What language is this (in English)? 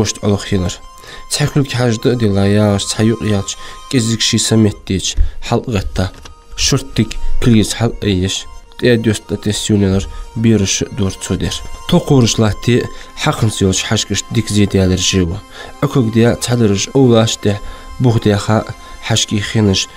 Ingush